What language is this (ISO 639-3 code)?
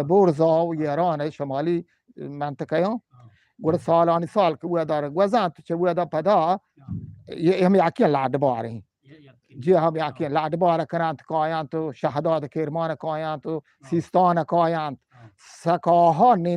bgp